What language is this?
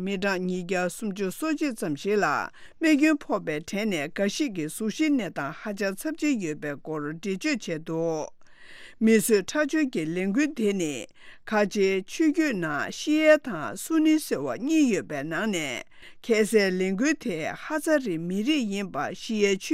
Tibetan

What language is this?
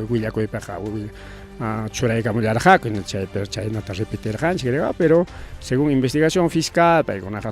Ayacucho Quechua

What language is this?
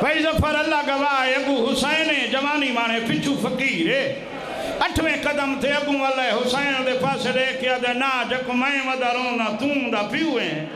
Saraiki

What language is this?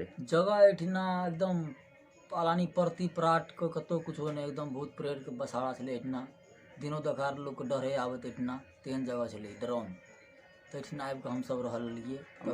Maithili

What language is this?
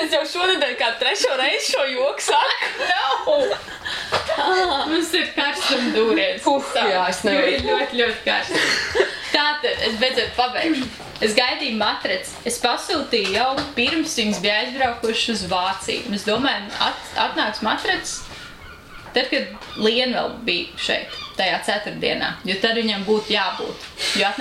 Latvian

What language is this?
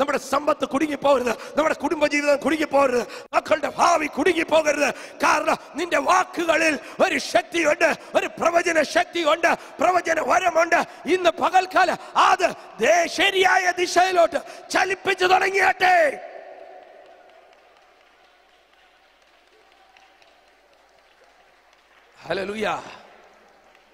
Malayalam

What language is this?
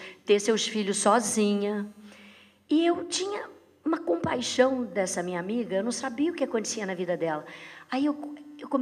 Portuguese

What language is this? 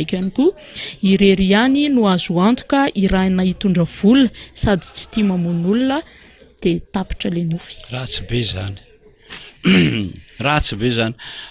Malagasy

